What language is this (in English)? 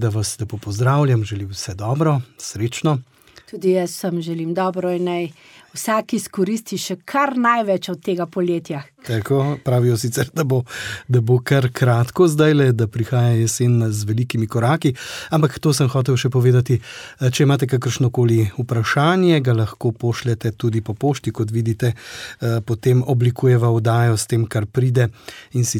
Slovenian